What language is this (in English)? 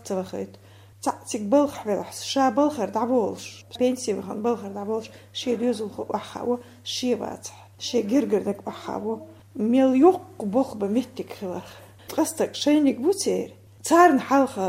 Chechen